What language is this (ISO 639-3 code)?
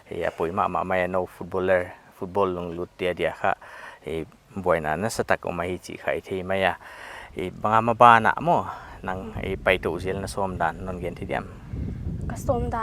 pck